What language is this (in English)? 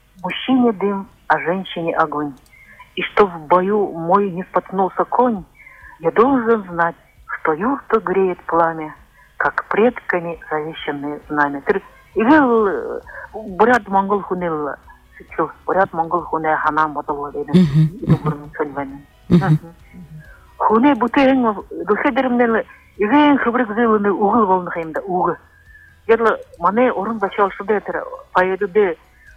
Buriat